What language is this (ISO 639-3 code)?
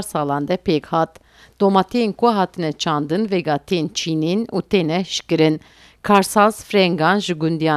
kur